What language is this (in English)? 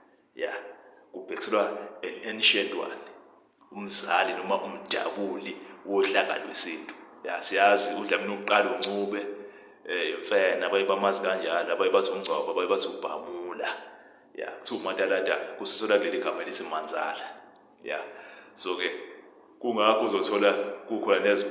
Zulu